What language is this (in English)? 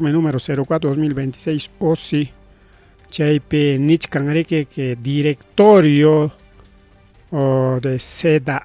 Ayacucho Quechua